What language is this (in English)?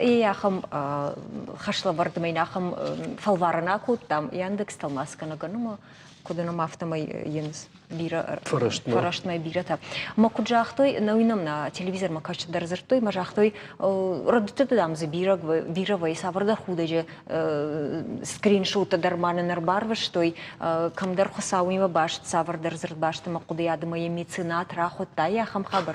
Ossetic